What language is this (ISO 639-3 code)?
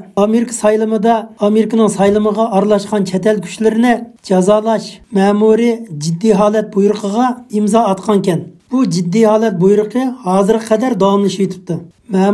uig